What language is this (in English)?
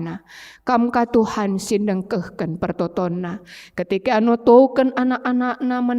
Batak Karo